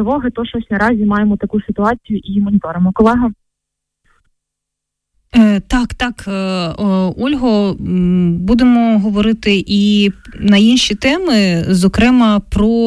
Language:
Ukrainian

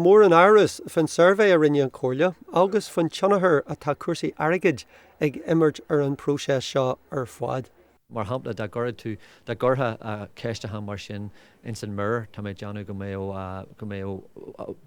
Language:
Irish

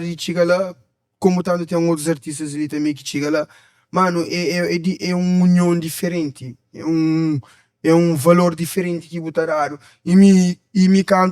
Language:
Kabuverdianu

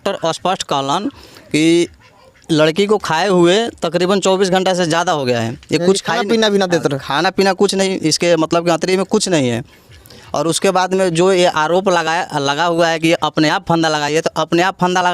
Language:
Bhojpuri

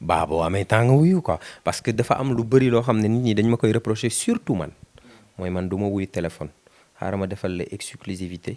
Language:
Wolof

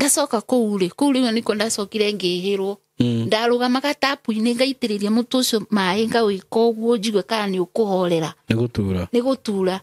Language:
Kikuyu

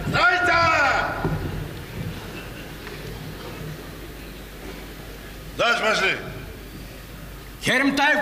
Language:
Kazakh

